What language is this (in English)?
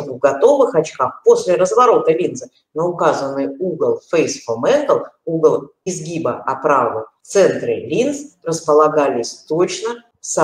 Russian